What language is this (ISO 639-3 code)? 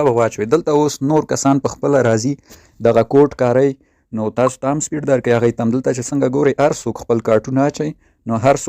pus